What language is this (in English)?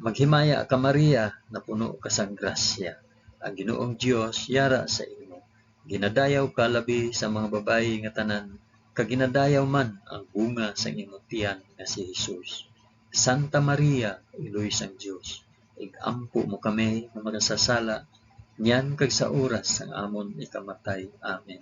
Hiligaynon